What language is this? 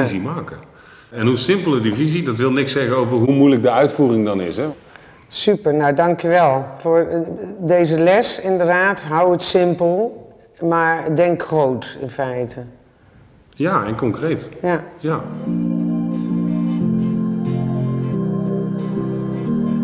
Dutch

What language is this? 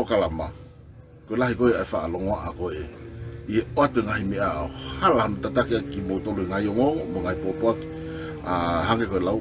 Tongan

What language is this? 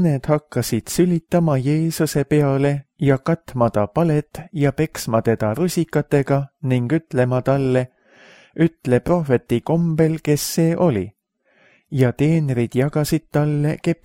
Estonian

